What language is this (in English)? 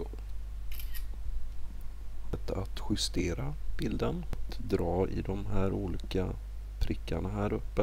Swedish